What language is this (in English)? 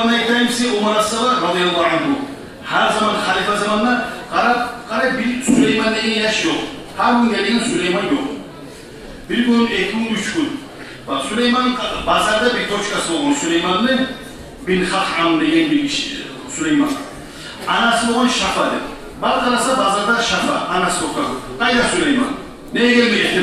Kumyk